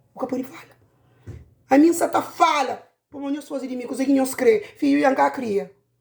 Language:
Kabuverdianu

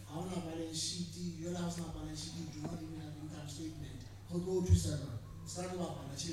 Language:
Southern Sotho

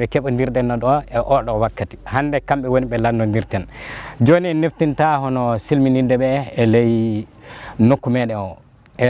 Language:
Fula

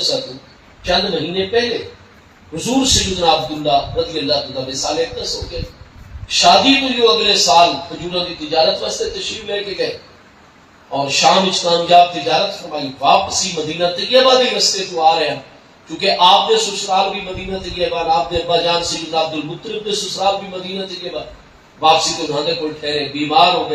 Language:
Saraiki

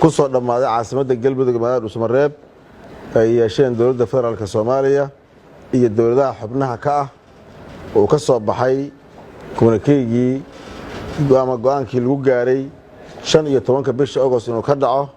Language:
Somali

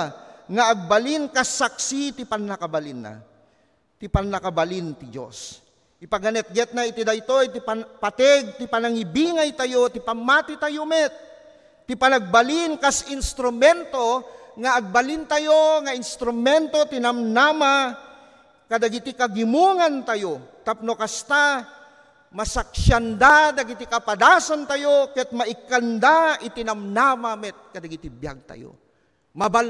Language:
Iloko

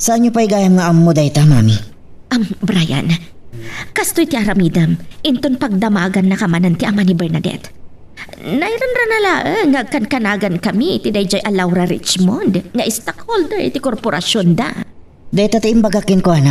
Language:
Iloko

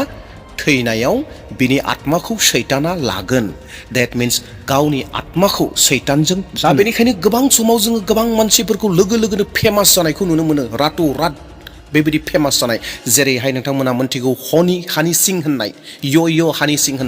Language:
Bodo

